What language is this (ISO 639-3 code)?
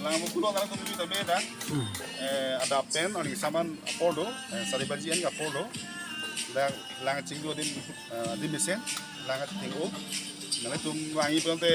mjw